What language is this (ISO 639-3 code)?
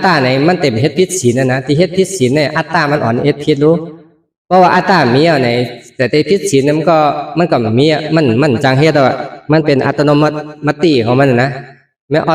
shn